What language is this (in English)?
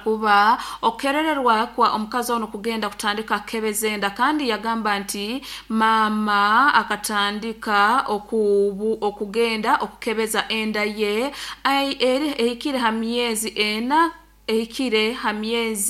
Nyankole